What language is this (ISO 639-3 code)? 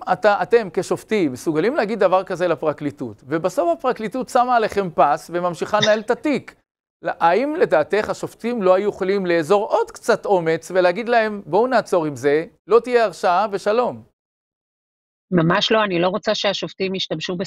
heb